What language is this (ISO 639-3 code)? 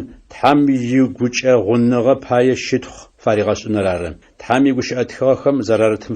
ady